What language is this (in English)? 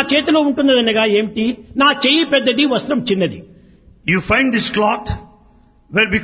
Telugu